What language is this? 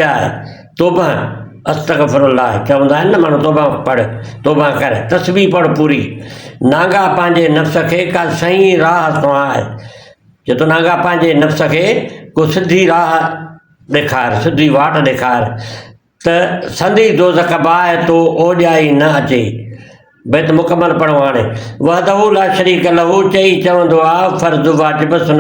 Sindhi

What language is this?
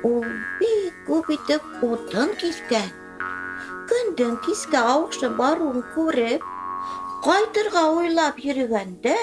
Bashkir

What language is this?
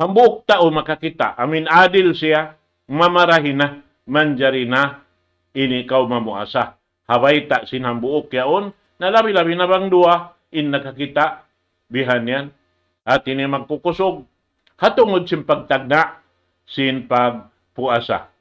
Tausug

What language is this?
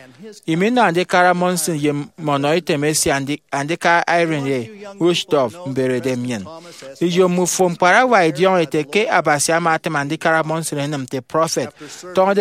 Efik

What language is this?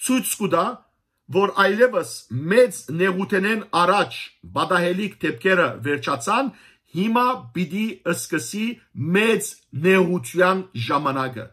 Western Armenian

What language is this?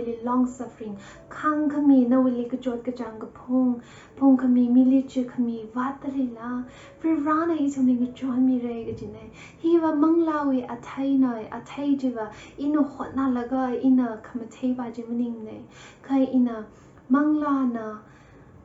Tangkhul Naga (India)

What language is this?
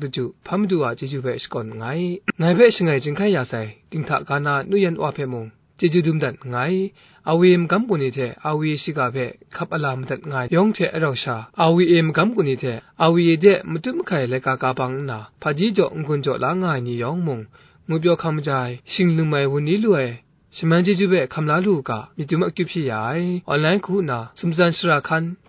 Kachin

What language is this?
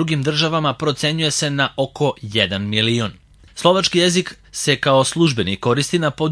Serbian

